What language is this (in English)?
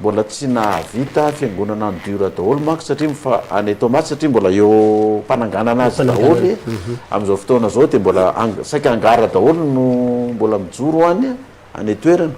Malagasy